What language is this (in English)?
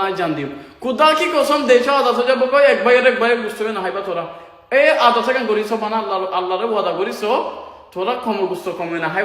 Rohingya